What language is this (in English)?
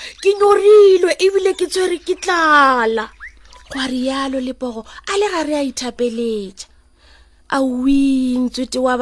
Northern Sotho